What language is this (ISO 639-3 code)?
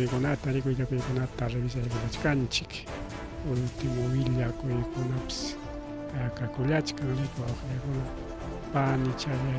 quy